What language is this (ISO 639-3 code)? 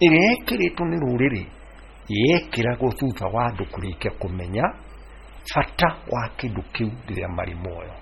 kik